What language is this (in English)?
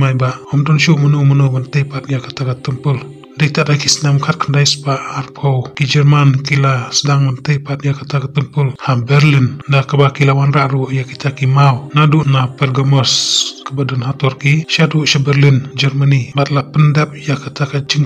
Khasi